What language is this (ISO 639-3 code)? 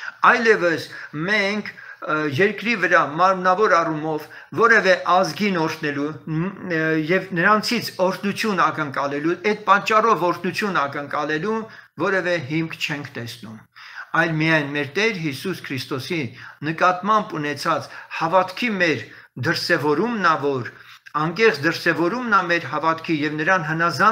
hye